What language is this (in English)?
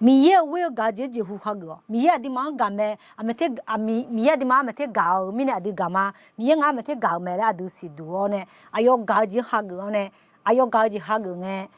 Akha